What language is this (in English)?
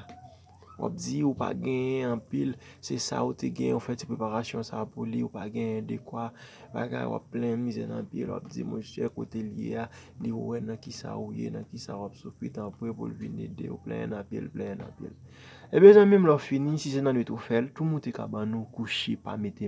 Haitian Creole